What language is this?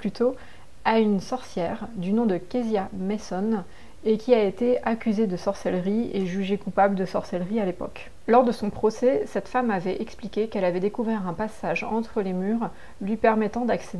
French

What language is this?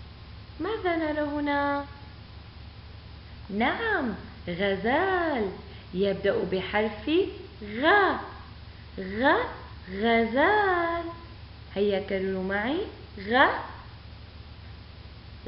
Arabic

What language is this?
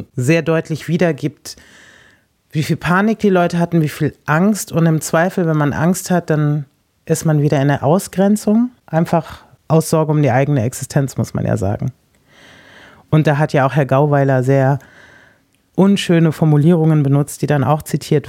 German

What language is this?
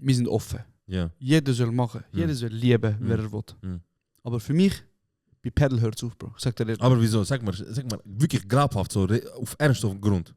Swiss German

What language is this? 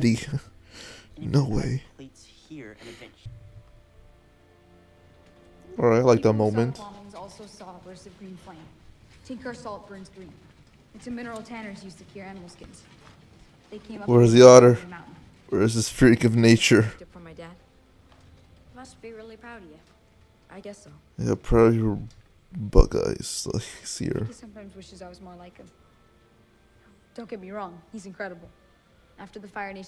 English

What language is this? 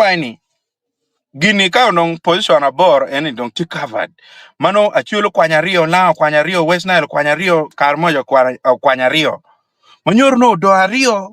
Acoli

